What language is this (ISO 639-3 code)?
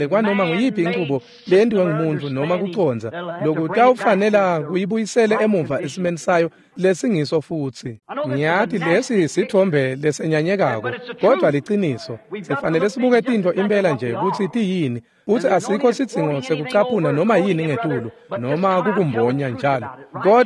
ssw